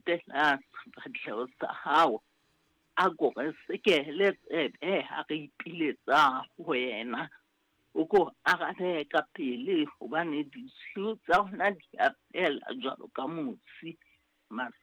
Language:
Southern Sotho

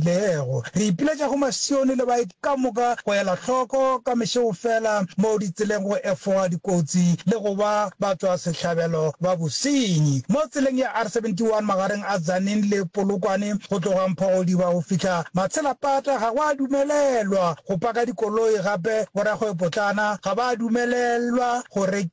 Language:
Northern Sotho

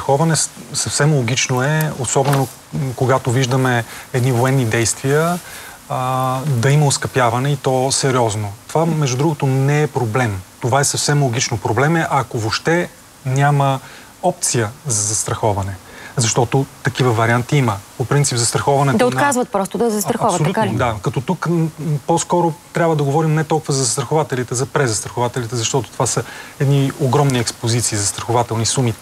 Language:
Bulgarian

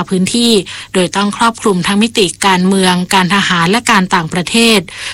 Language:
Thai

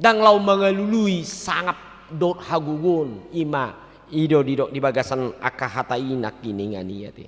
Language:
Batak Toba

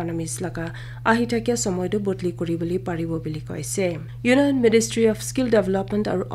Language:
Naga Pidgin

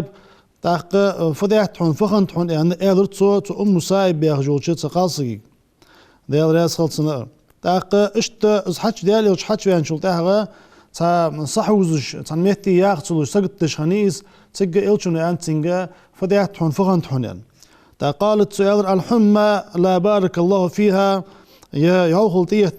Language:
Ingush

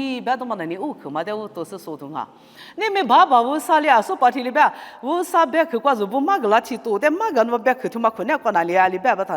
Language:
Lisu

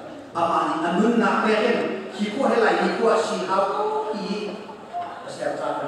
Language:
Hakha Chin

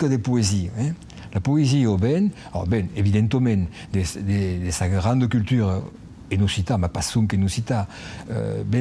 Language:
Occitan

